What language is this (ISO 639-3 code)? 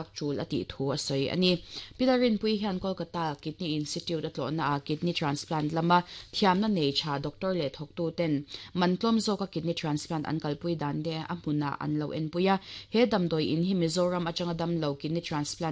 lus